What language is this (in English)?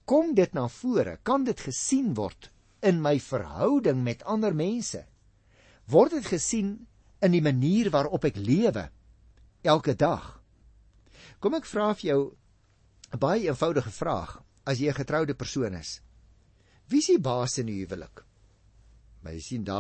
Afrikaans